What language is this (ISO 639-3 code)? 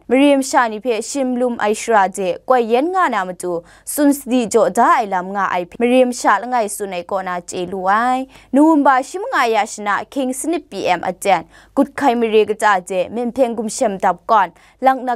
kac